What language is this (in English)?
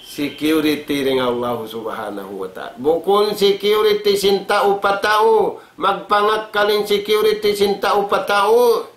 Tausug